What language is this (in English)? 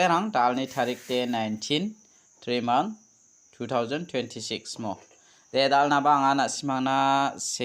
Garo